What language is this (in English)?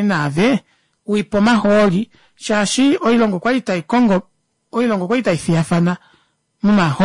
Kuanyama